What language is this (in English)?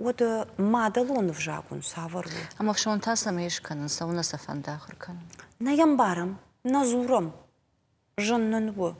Ossetic